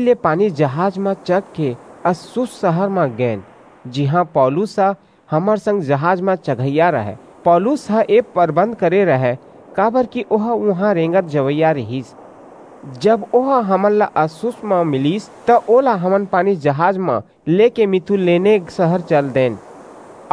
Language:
Chhattisgarhi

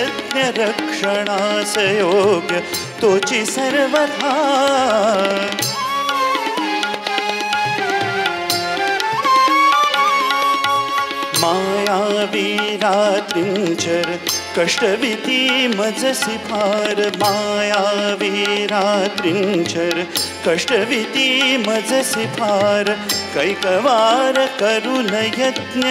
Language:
Marathi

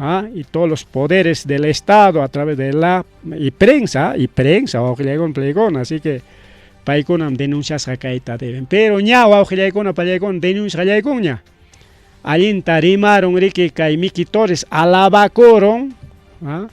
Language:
Ayacucho Quechua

